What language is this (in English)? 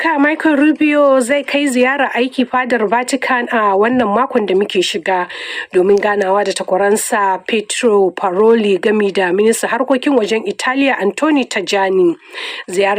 Hausa